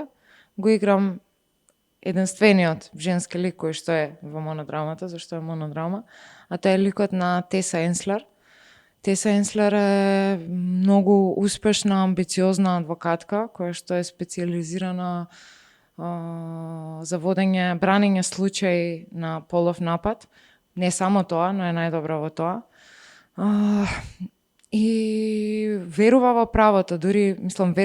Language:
Macedonian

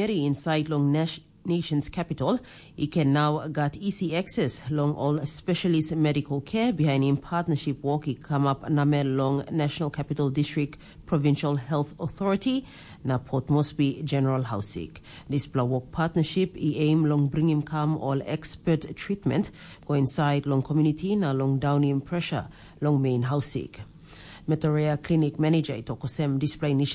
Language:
Tok Pisin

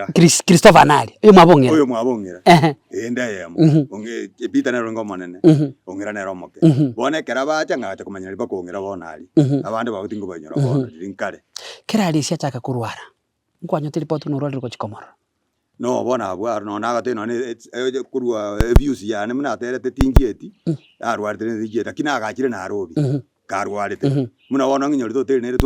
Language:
Gusii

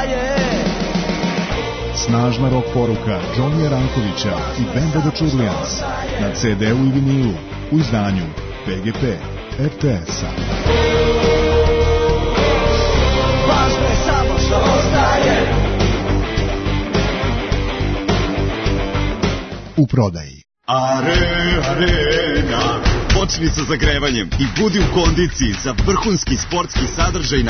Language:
Serbian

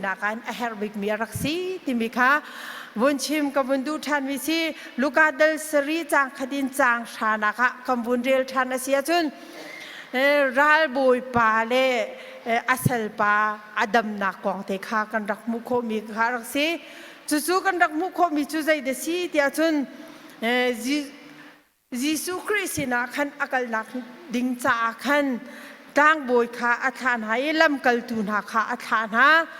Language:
Hakha Chin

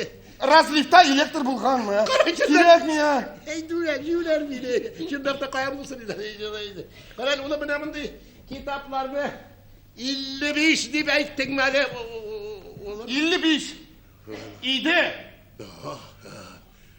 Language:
Tatar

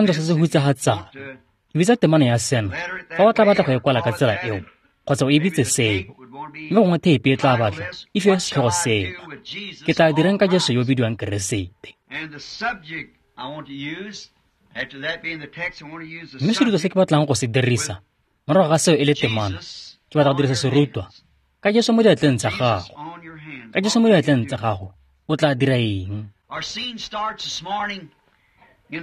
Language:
Tswana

